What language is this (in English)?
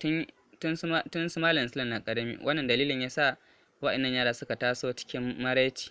Hausa